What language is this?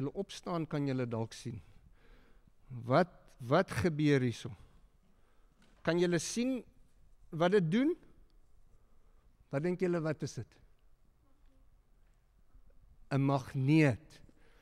Afrikaans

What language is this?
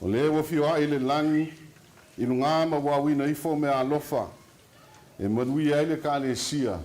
Samoan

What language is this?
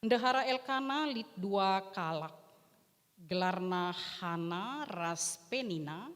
Batak Karo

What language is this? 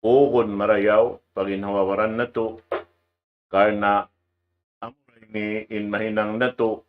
Tausug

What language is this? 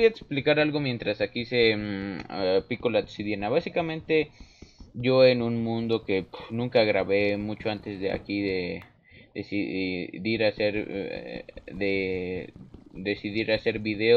Spanish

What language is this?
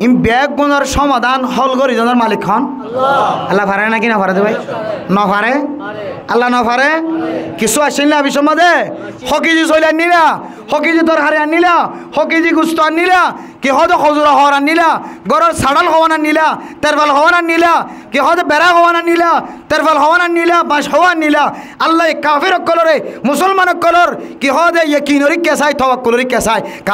Rohingya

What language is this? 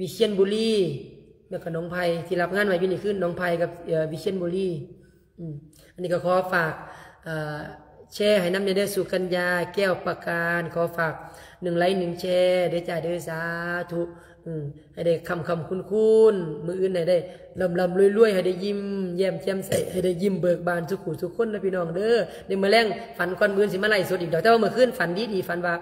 Lao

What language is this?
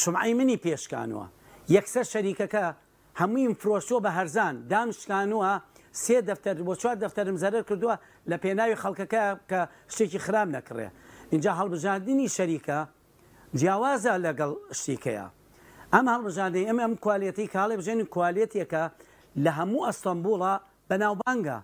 Central Kurdish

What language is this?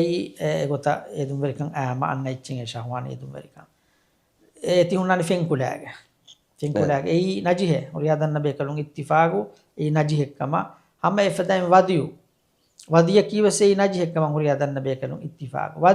Divehi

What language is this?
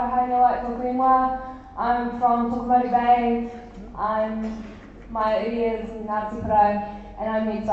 Māori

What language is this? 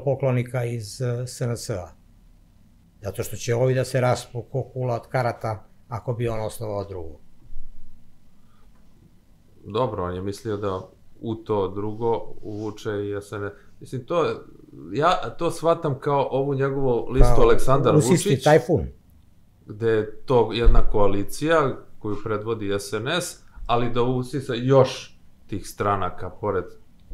Serbian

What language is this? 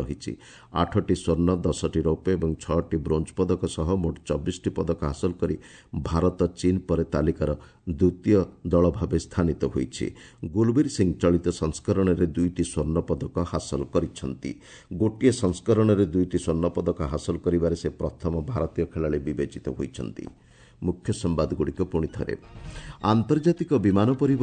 Odia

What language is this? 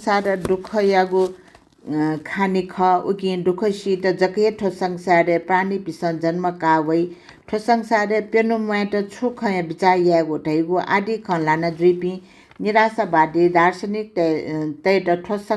Newari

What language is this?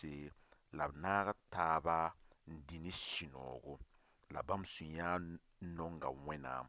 Mossi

